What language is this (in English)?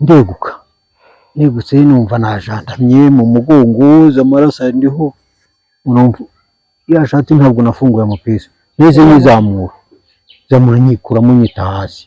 Kinyarwanda